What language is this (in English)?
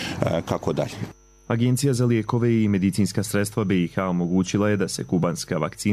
Bosnian